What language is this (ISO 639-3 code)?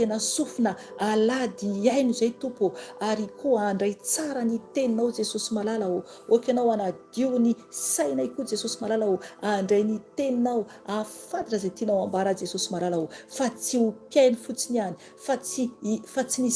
mlg